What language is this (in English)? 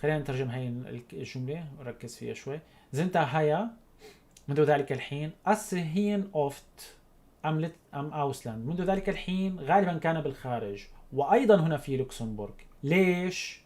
North Levantine Arabic